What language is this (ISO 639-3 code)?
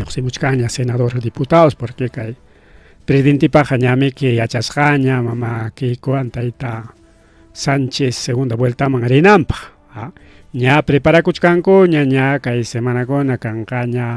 quy